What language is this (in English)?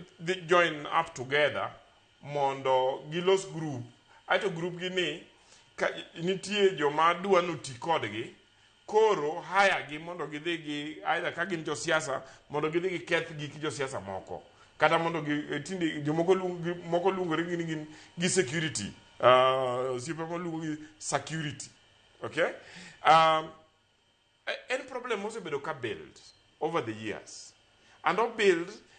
Luo (Kenya and Tanzania)